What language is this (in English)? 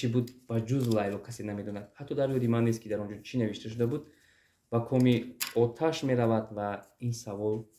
Tajik